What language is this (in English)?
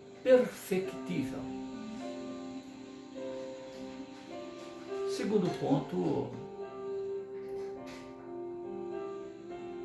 Portuguese